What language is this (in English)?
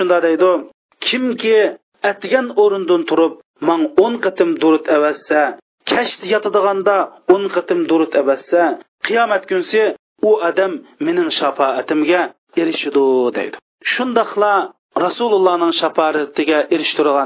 Uyghur